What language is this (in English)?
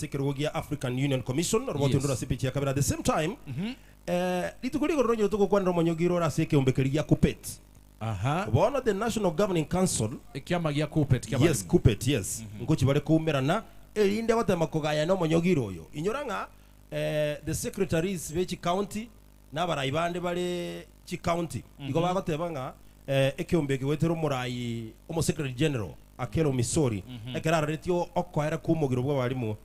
Gusii